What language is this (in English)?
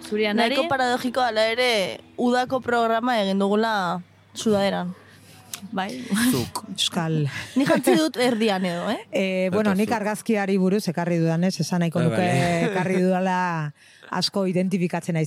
Basque